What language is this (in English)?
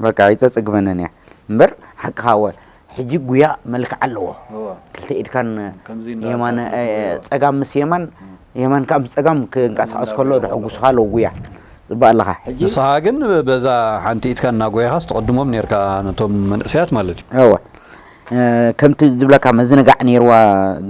Tigrinya